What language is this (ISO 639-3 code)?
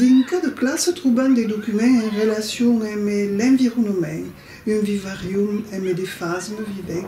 oci